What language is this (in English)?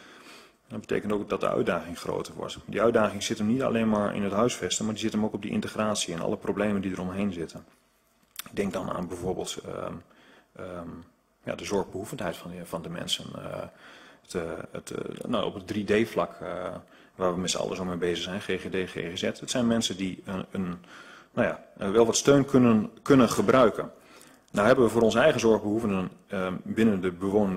Dutch